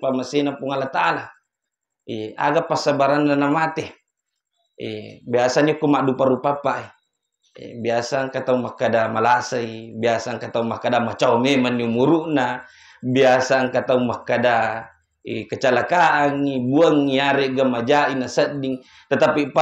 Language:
Buginese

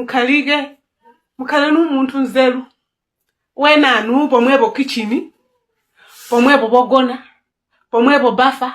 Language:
Nyanja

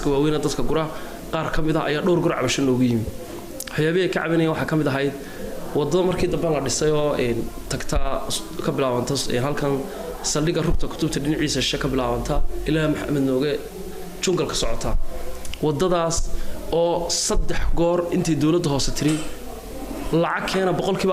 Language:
Somali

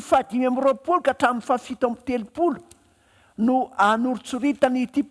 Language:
Malagasy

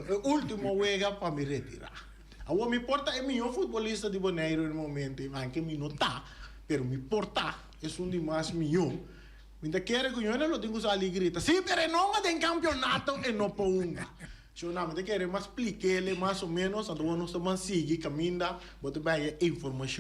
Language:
Papiamento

